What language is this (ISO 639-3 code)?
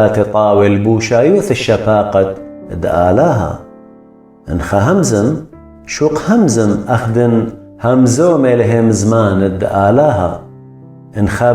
aii